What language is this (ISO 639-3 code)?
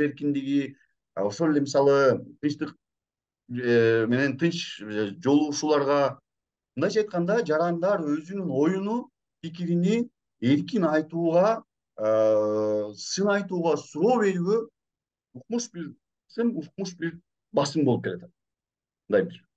kir